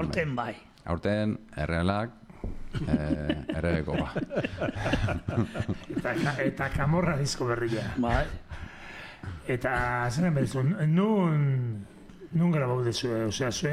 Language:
Basque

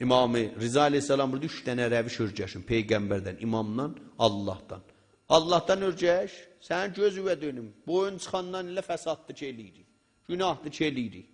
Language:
South Azerbaijani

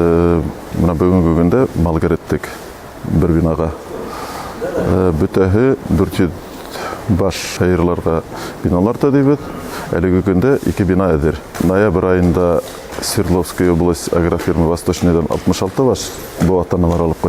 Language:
Bashkir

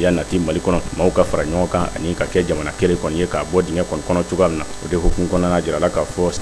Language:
Bambara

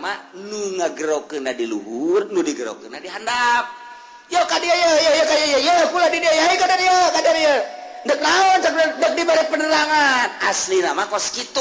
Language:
Sundanese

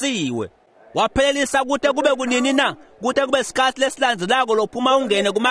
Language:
Swati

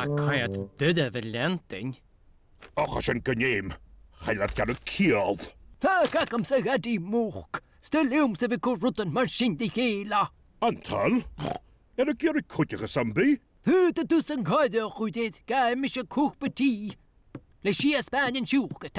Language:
Scottish Gaelic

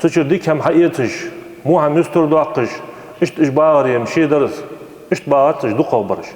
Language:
Ingush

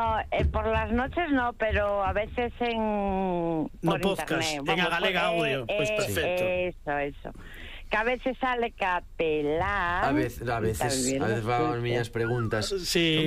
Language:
Galician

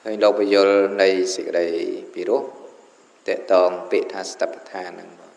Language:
Khmer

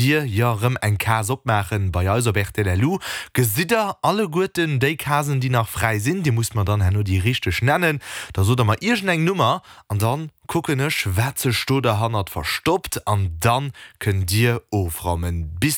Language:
Luxembourgish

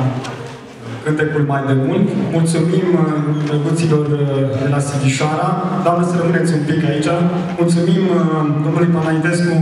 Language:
Romanian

